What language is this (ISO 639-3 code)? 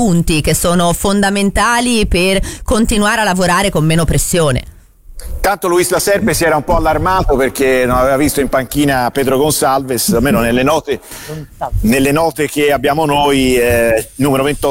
ita